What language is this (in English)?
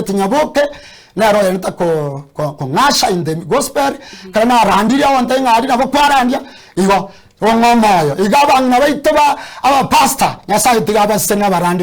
Gusii